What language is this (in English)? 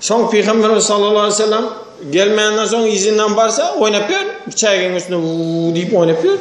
Turkmen